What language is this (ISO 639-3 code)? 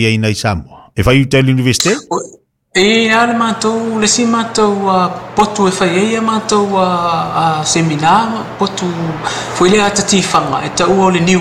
smo